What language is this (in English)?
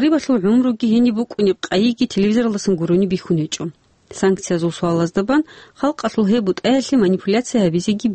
Avaric